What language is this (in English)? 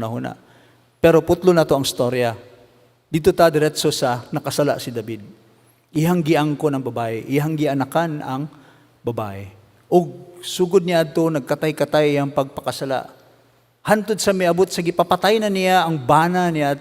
Cebuano